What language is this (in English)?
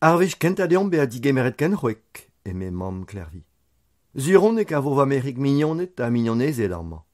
Breton